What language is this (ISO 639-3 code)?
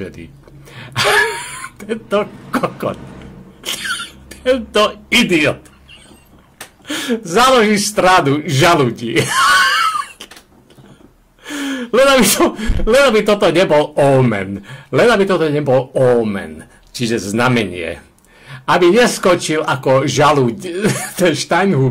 slk